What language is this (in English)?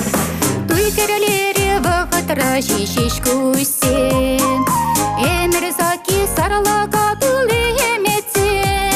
Chuvash